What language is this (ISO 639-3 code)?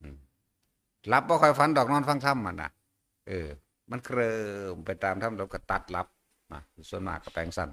tts